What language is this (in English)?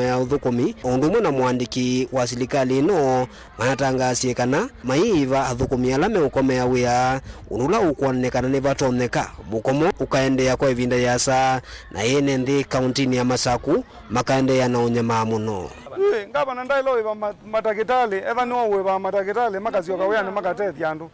Kamba